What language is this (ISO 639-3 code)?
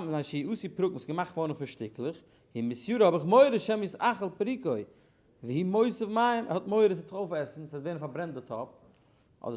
yid